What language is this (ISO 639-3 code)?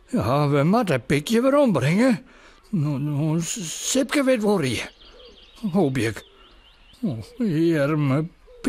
fry